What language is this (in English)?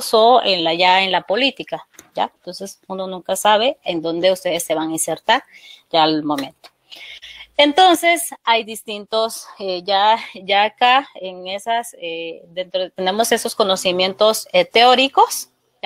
Spanish